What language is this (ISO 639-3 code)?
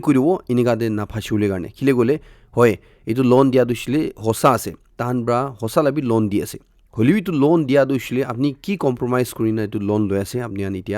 nag